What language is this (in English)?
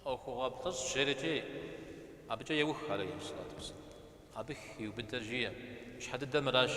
Kabardian